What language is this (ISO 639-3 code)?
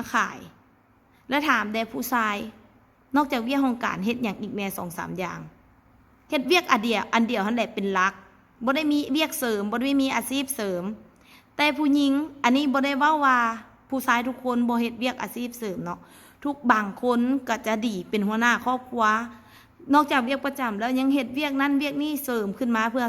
lao